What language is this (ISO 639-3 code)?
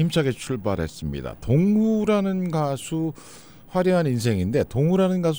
kor